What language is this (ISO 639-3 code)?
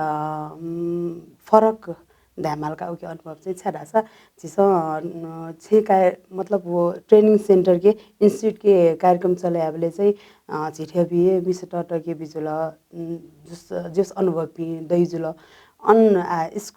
new